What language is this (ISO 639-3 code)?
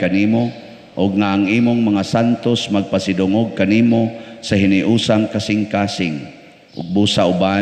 ceb